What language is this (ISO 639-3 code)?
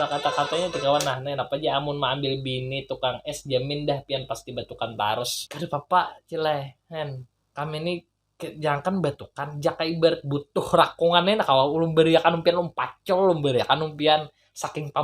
bjn